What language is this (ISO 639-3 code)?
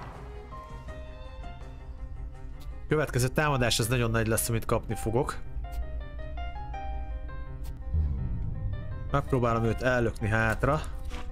hun